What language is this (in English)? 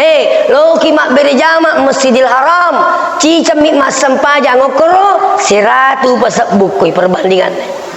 Buginese